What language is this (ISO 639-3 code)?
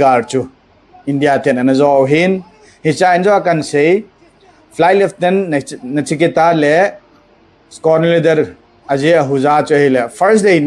tcz